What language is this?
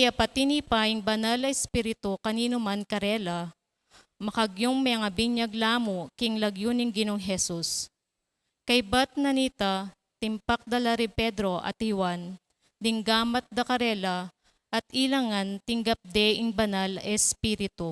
Pampanga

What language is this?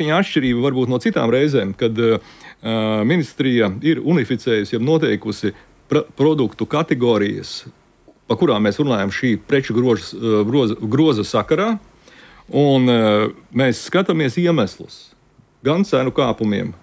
Latvian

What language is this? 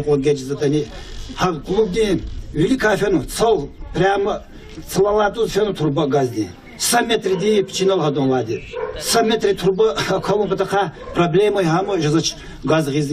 Lezghian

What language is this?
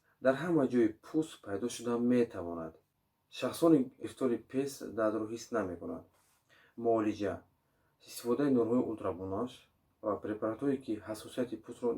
Tajik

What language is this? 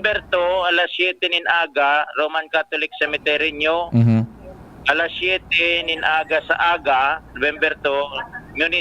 Bikol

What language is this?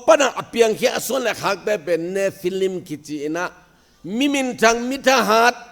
Tedim Chin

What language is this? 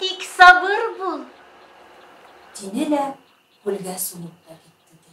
Bashkir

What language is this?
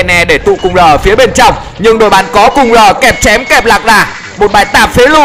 Vietnamese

